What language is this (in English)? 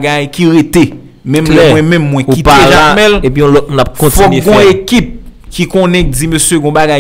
Haitian Creole